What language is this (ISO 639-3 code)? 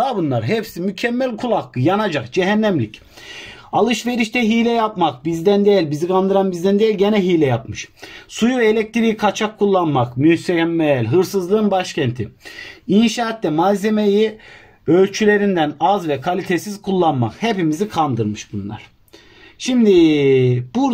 tur